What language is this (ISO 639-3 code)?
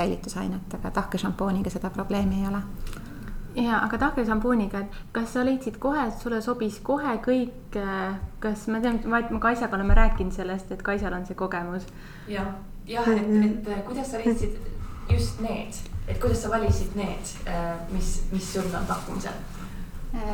est